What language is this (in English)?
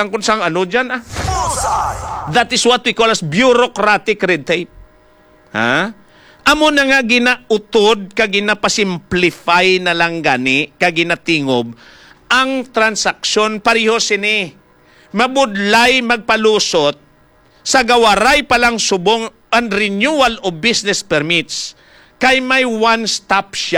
Hiligaynon